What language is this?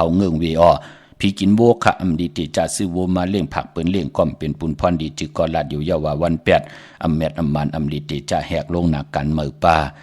Shan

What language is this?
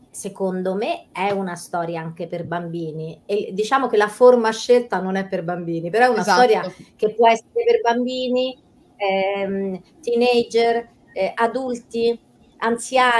Italian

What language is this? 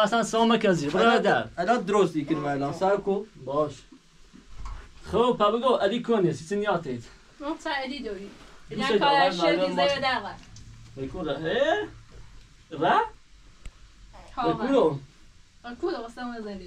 Persian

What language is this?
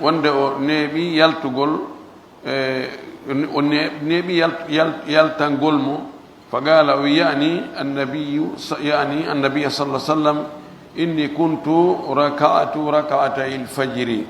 Pular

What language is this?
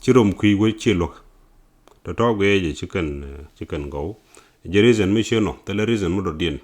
Nuer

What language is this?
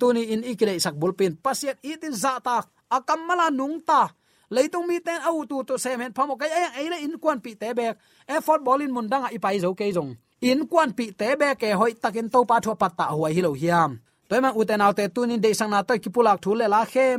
Tedim Chin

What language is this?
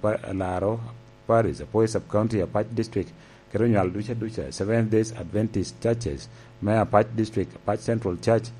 Lango (Uganda)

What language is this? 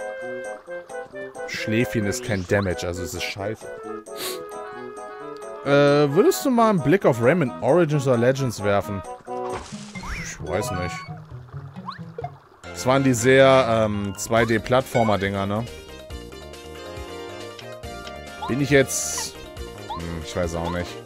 German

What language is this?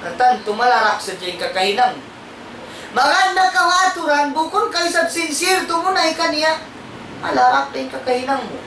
Tausug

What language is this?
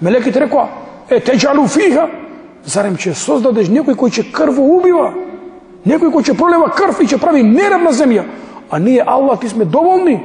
Macedonian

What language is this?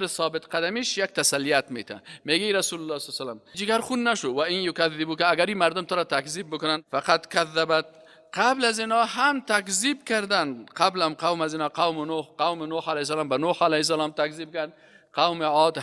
Persian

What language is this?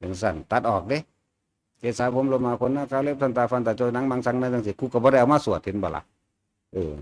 Northeastern Thai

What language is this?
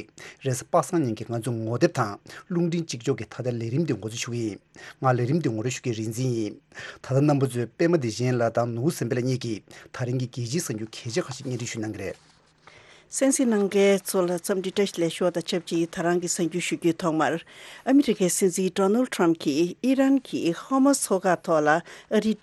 Tibetan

